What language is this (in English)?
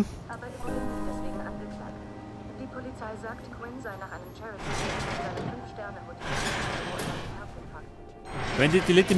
Bavarian